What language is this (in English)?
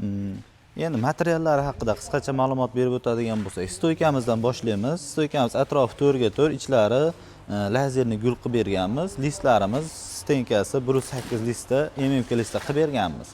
Uzbek